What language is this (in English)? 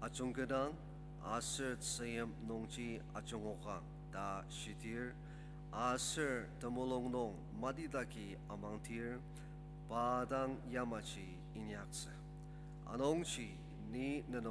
Ao Naga